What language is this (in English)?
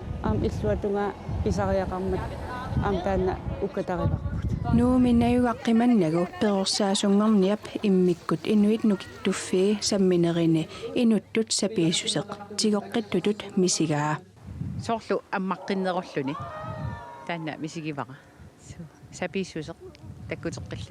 Kalaallisut